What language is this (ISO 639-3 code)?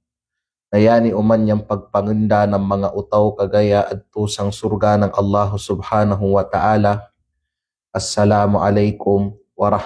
kqe